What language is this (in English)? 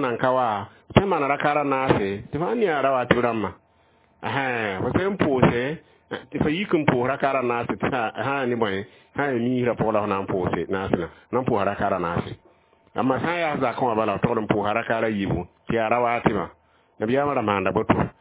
Mossi